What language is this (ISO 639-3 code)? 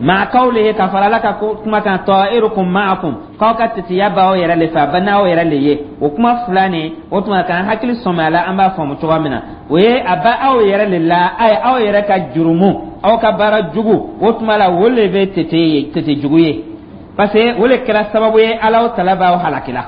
dyu